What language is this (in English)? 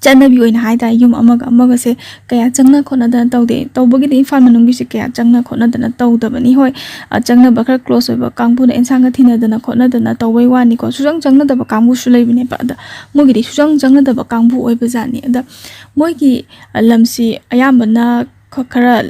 Manipuri